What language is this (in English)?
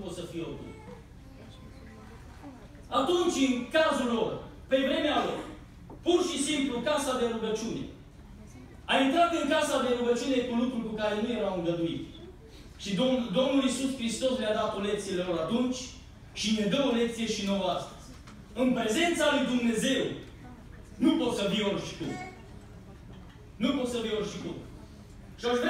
Romanian